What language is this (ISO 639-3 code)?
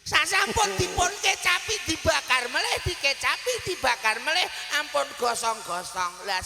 jav